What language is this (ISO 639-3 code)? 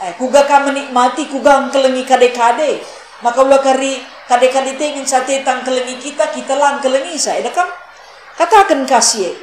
btx